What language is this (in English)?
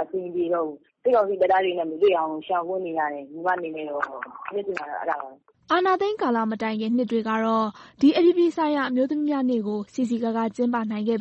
Burmese